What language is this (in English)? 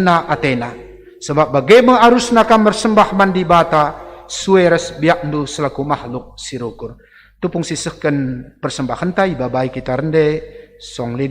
Batak Karo